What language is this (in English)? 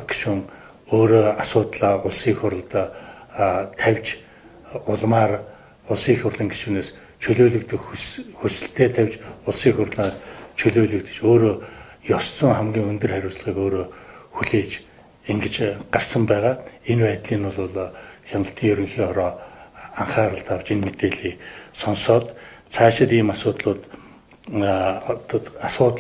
Mongolian